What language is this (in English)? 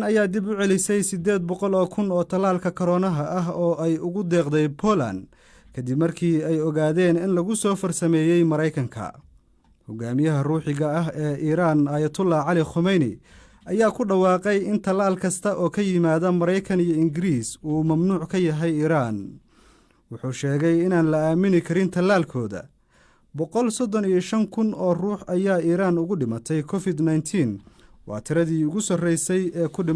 Somali